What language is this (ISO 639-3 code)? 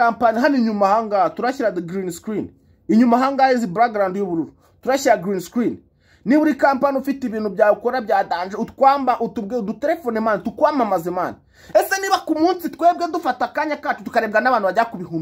kin